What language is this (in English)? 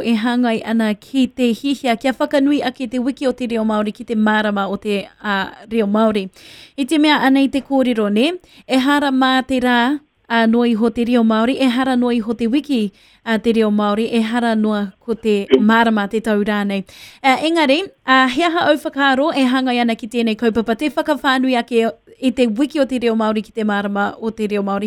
Māori